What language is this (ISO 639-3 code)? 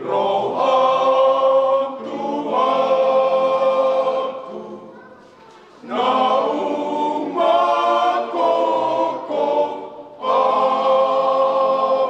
bbc